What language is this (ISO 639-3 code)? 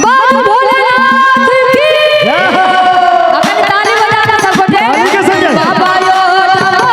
mai